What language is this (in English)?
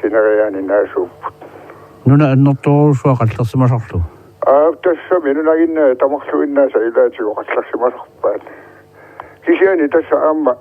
Kalaallisut